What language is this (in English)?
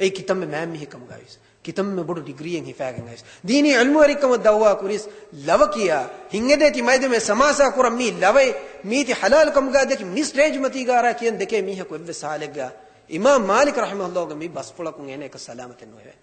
Divehi